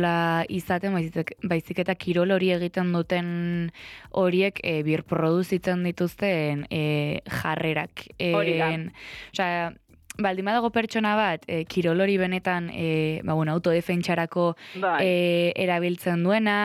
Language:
Basque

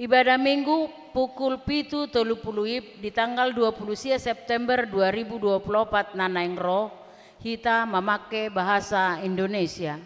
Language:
Batak Toba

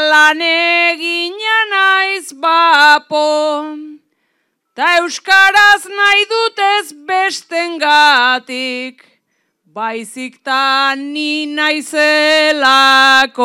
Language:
Basque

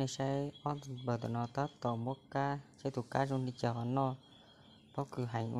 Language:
Hmong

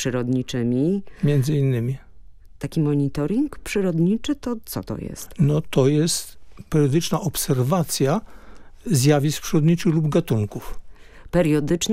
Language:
Polish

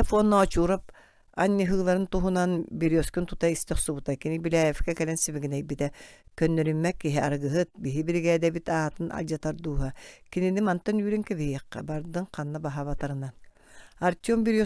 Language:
Yakut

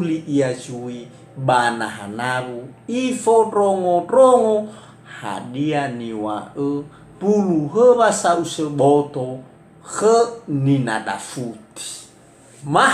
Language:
Nias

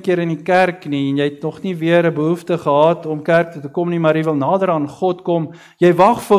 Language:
Afrikaans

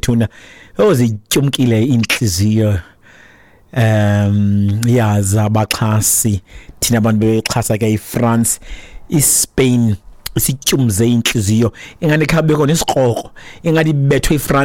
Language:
Xhosa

